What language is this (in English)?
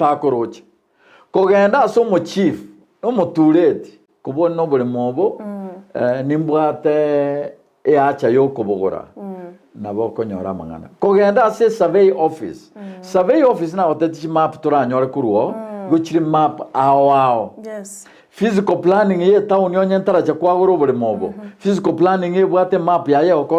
Gusii